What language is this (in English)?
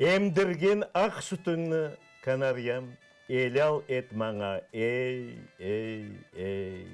Crimean Tatar